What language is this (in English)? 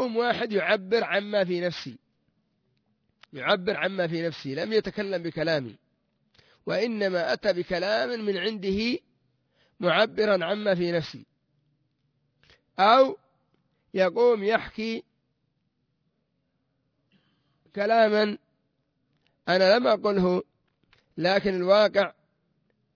Arabic